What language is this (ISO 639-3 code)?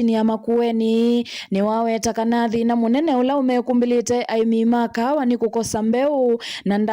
kam